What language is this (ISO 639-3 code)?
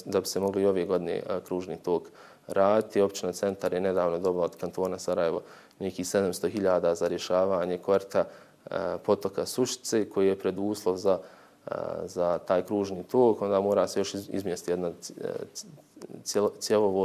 bos